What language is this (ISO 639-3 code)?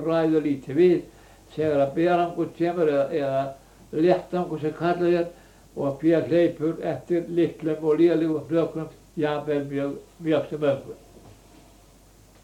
isl